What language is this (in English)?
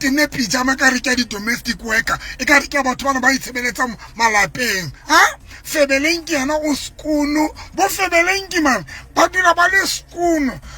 Southern Sotho